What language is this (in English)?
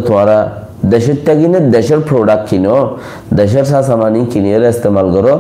Rohingya